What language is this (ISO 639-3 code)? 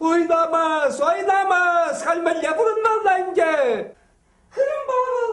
chv